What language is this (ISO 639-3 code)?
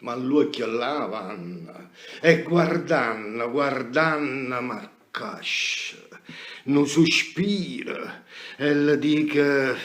nap